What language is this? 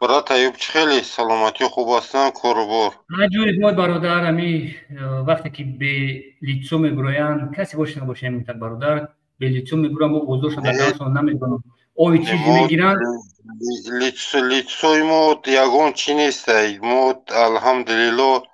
Tajik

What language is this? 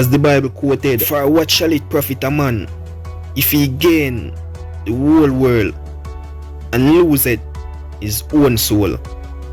Jamaican Creole English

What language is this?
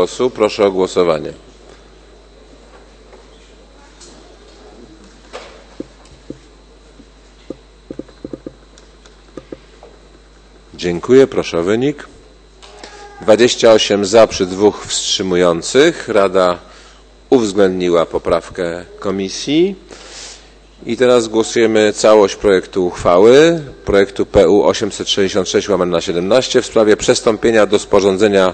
Polish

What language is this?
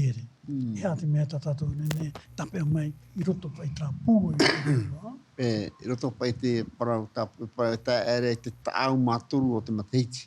Tahitian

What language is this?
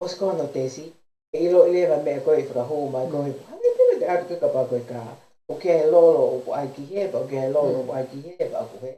Tongan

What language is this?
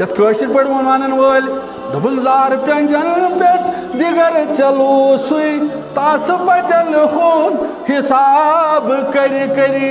Kashmiri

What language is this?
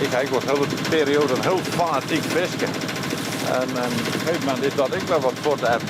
Western Frisian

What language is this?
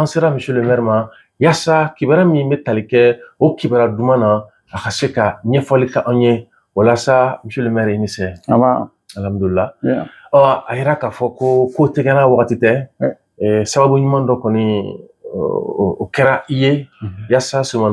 Bambara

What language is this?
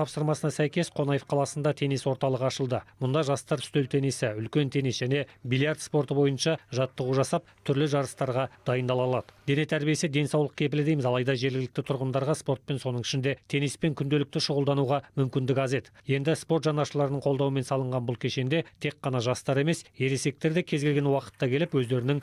Kazakh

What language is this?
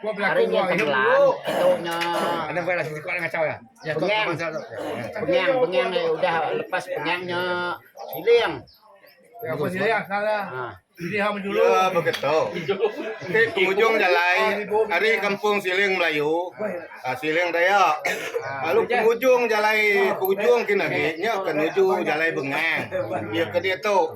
Iban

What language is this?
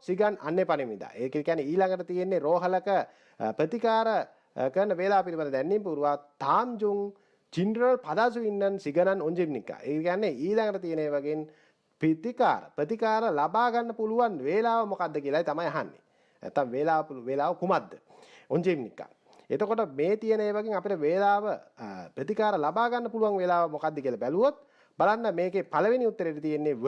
Sinhala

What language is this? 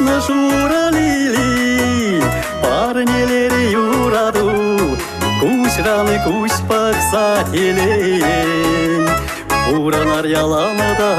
Chuvash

